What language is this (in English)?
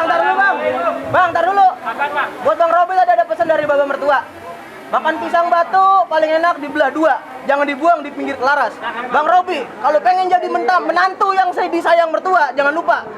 Betawi